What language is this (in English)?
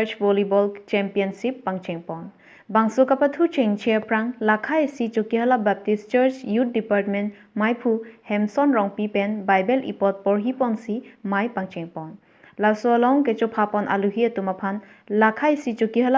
Karbi